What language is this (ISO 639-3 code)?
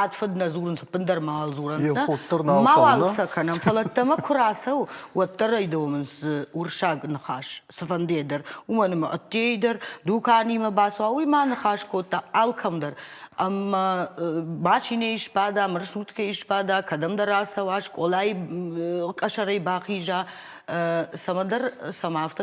oss